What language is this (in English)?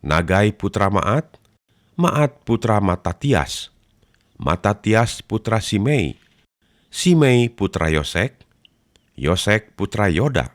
Sundanese